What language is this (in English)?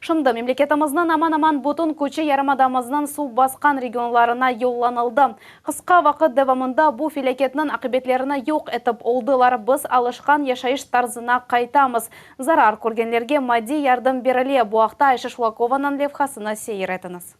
Crimean Tatar